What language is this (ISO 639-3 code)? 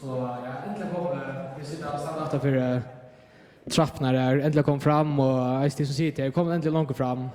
fao